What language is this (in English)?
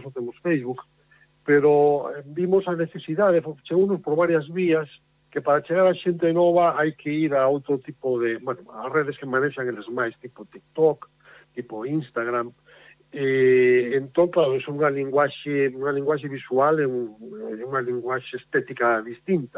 Galician